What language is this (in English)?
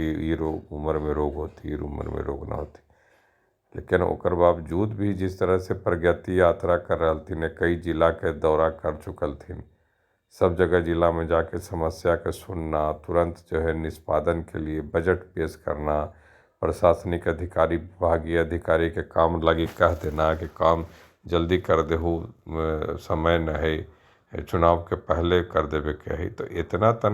Magahi